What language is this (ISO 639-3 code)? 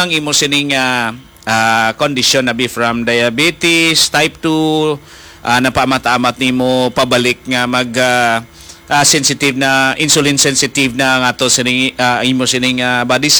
hil